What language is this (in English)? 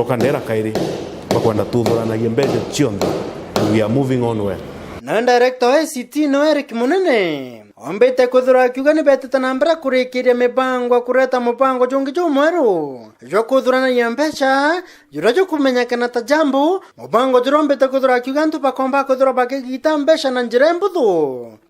Meru